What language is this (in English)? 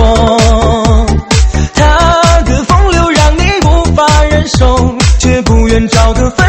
Chinese